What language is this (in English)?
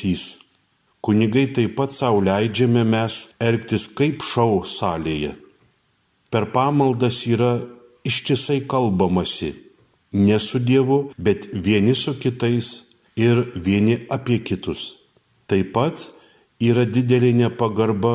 Lithuanian